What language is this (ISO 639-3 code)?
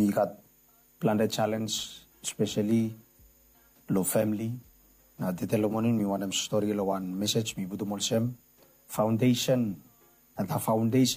bis